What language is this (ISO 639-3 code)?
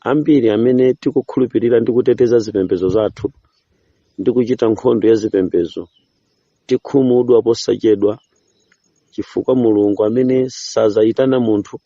nya